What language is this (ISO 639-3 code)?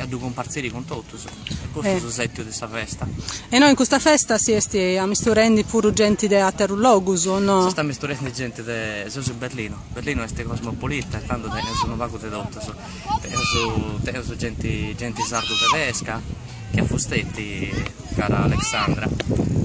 srd